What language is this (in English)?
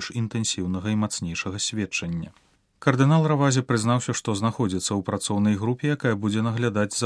Belarusian